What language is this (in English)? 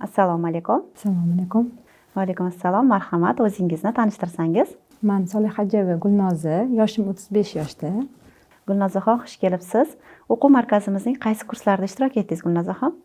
Uzbek